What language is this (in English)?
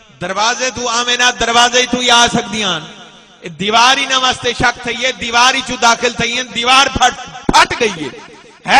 Saraiki